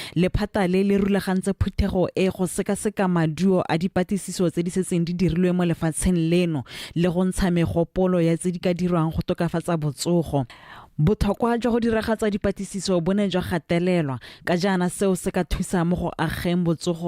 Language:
Tswana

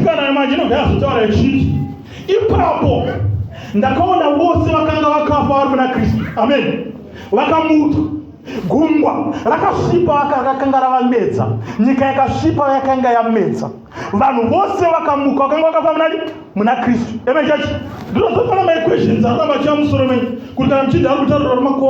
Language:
Shona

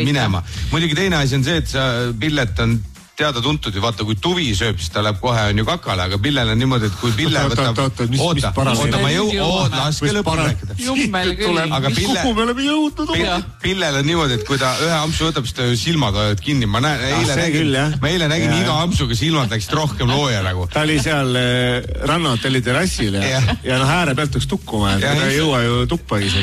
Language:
Estonian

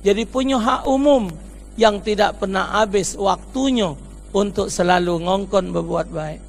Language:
Musi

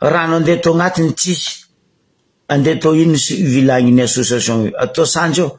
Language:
Malagasy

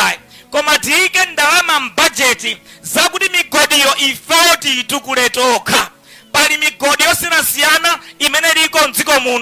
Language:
Nyanja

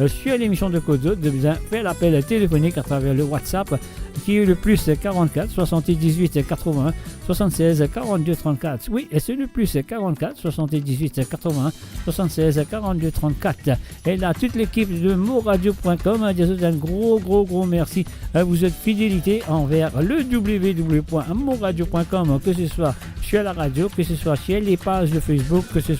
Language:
Morisyen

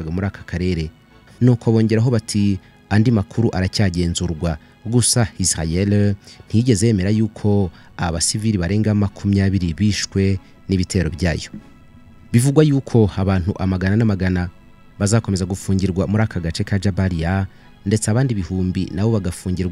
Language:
Kinyarwanda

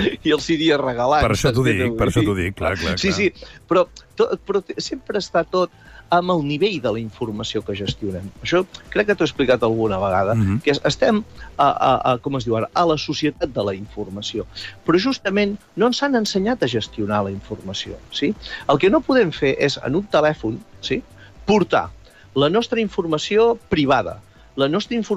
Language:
Catalan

